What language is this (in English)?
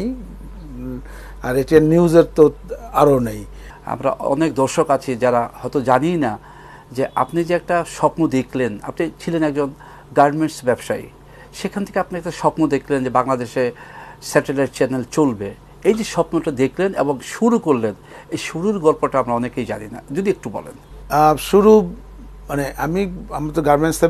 Bangla